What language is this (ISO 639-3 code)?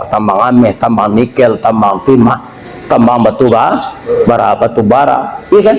min